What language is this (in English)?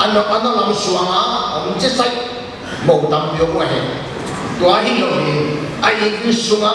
Paite Chin